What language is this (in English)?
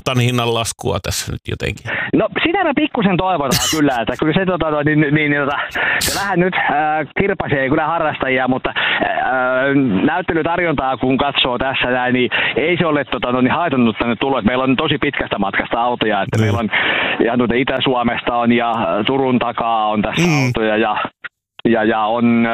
Finnish